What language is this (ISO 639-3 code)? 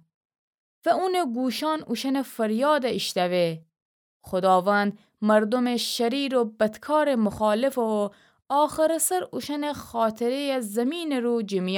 glk